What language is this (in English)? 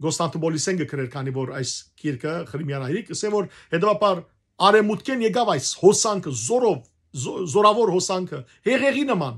Western Armenian